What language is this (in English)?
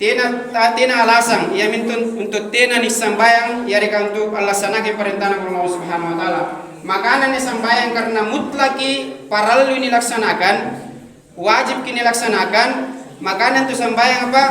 Makasar